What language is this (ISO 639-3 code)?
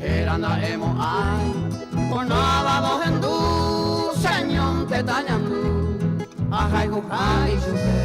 grn